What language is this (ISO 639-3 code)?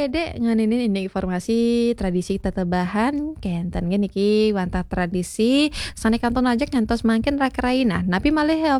ban